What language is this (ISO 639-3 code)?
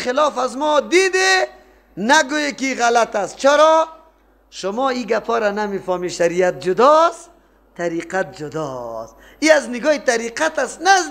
fas